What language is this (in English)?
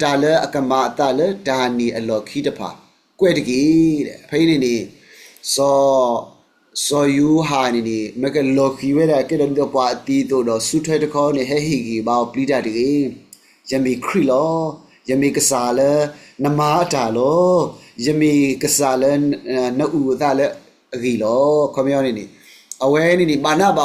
S'gaw Karen